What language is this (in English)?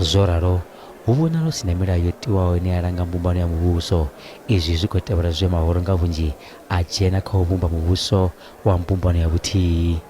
Venda